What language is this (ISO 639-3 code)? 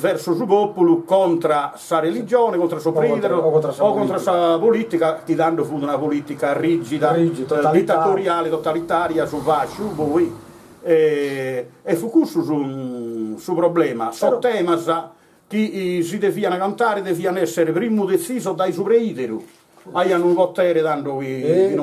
srd